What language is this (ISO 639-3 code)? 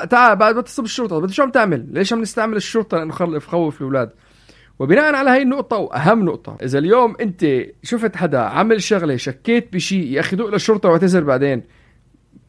apc